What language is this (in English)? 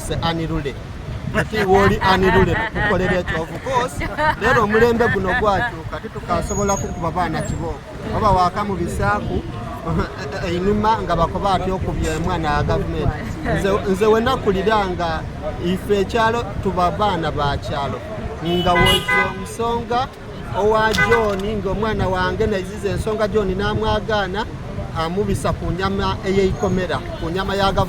Soga